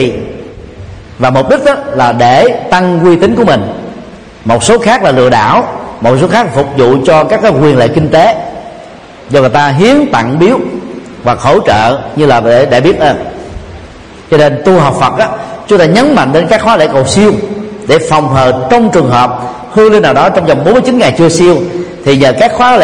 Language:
Vietnamese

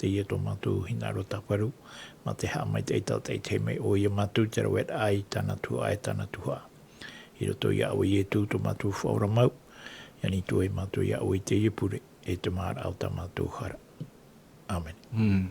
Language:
Tahitian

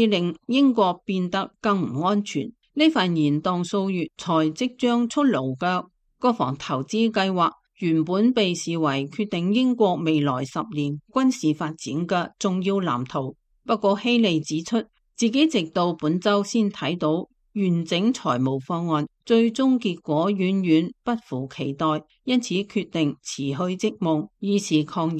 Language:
Cantonese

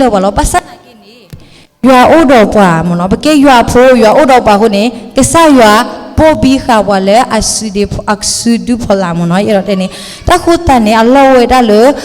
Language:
S'gaw Karen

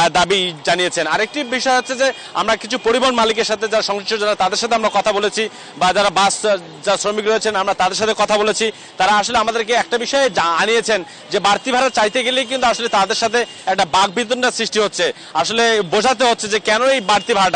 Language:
Bangla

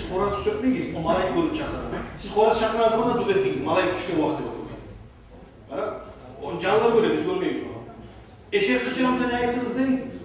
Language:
Kumyk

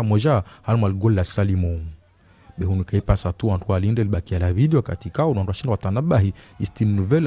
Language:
Ngazidja Comorian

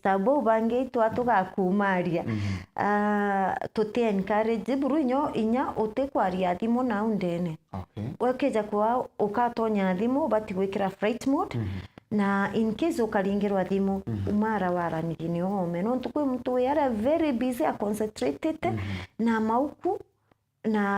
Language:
Meru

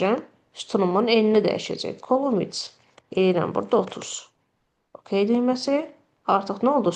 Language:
Azerbaijani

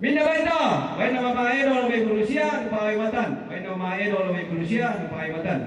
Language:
Toraja-Sa'dan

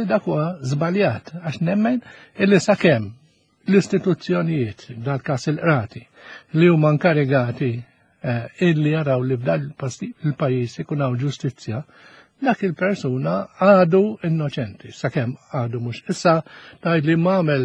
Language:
Maltese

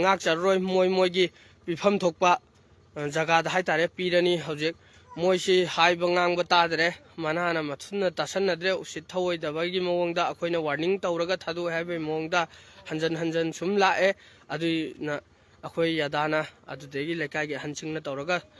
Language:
Manipuri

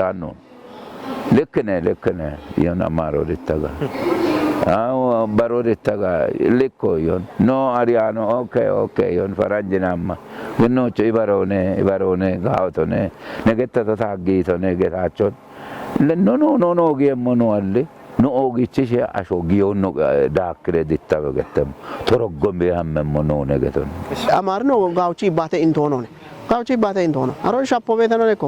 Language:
Kafa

